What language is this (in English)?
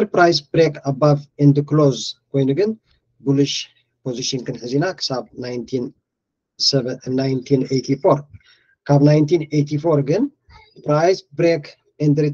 Tigrinya